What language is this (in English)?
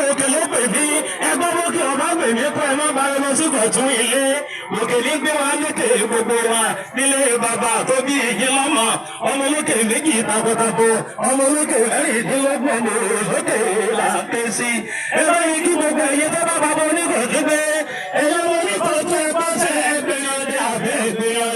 Yoruba